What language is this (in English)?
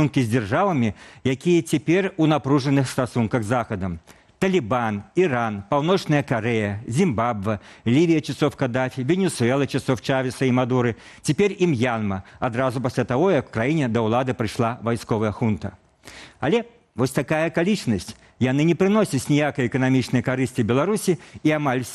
Belarusian